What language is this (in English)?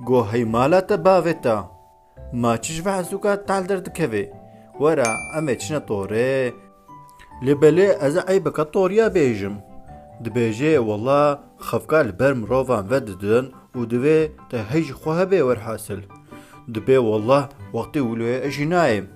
Kurdish